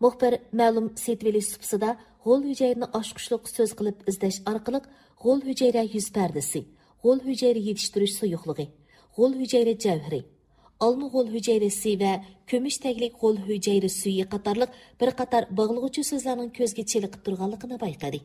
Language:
Uyghur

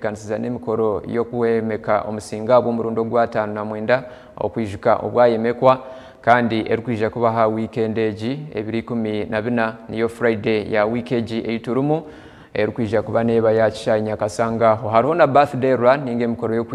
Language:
Nyankole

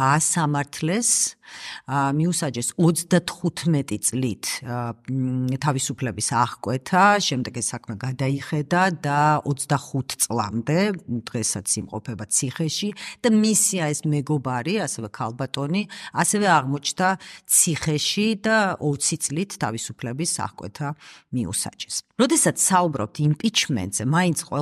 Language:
Georgian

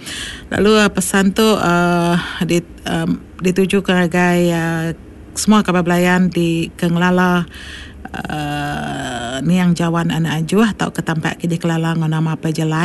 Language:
Iban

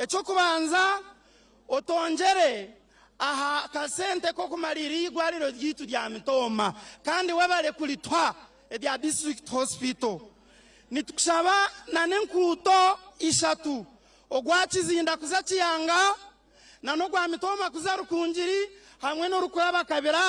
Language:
Nyankole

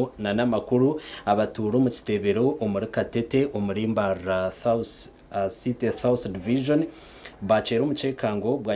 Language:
Nyankole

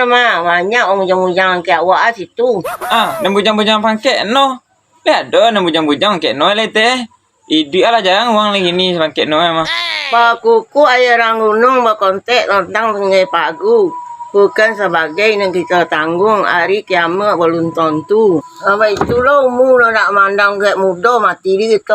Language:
Minangkabau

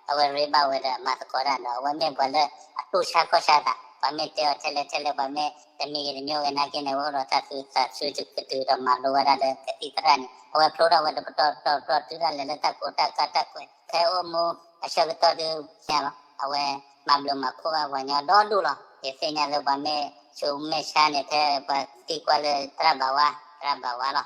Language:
S'gaw Karen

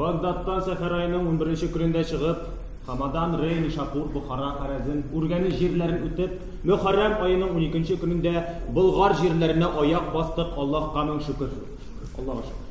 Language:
Tatar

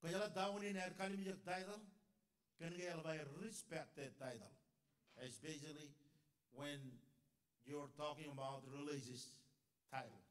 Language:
Marshallese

